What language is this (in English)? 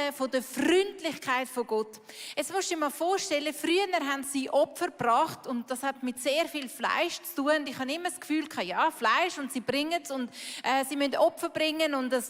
Swiss German